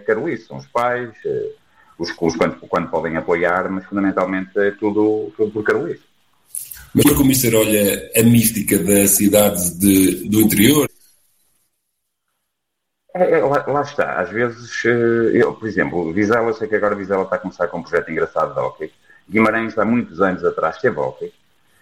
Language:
Portuguese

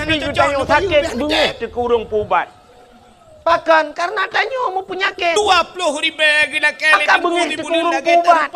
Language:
Achinese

